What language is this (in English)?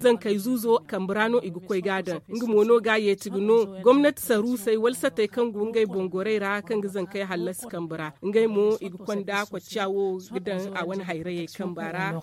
Zarma